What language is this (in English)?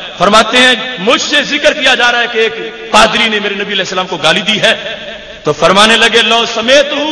Urdu